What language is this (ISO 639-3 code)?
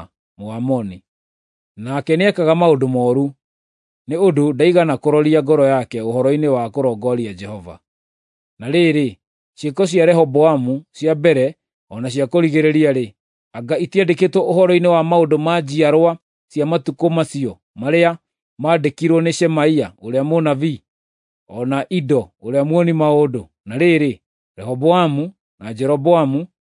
kik